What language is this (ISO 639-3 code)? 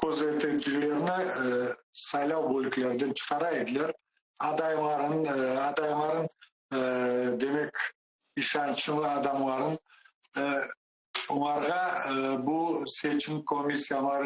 crh